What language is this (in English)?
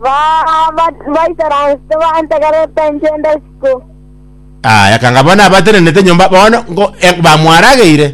Gusii